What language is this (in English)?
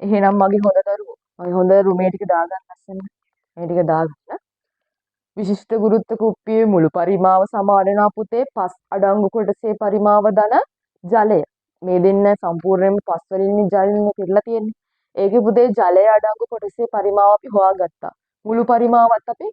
Sinhala